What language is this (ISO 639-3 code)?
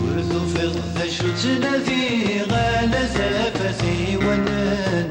kab